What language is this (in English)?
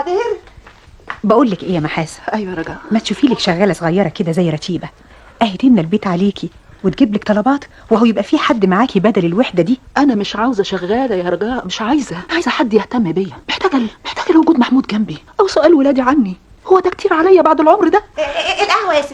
Egyptian Arabic